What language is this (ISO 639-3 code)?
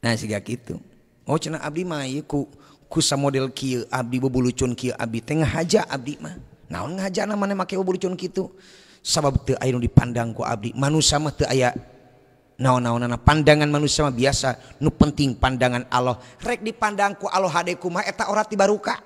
sun